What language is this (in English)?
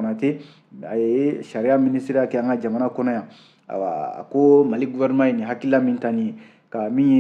Bambara